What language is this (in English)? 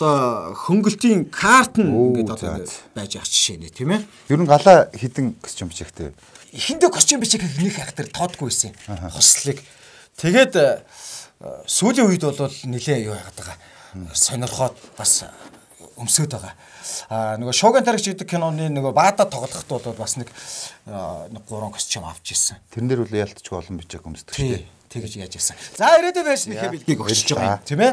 Mongolian